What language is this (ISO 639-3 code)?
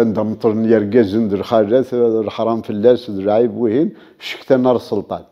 kab